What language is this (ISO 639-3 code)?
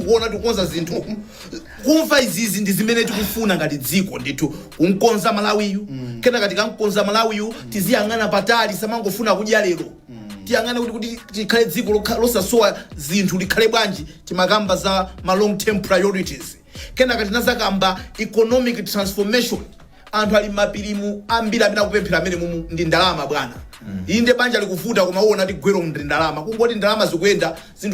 nya